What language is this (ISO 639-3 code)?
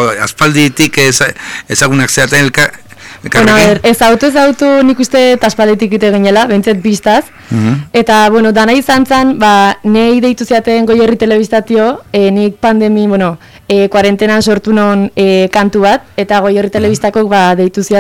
eus